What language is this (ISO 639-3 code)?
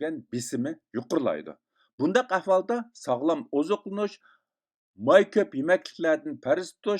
uig